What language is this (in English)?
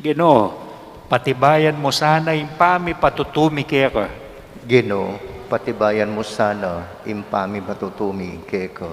Pampanga